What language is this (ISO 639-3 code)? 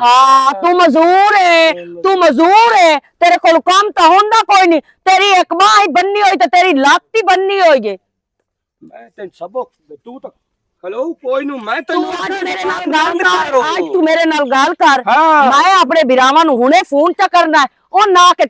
lah